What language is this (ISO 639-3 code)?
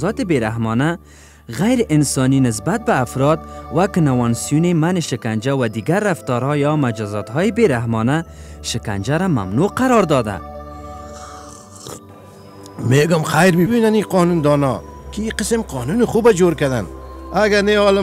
fas